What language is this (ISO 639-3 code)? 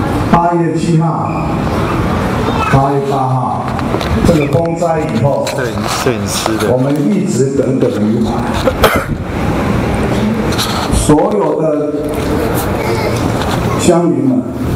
zho